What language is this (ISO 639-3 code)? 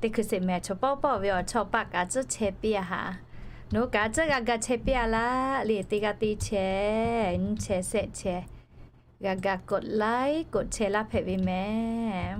lhu